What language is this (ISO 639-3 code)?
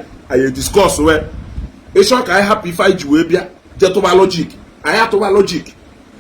ibo